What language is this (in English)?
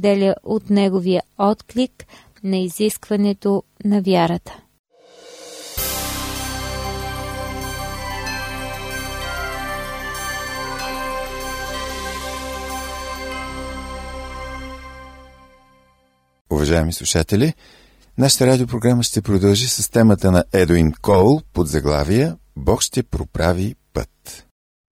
Bulgarian